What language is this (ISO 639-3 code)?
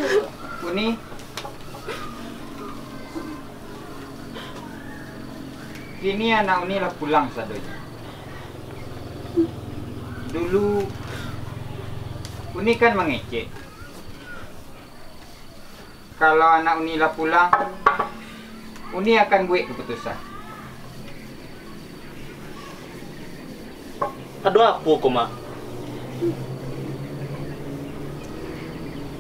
min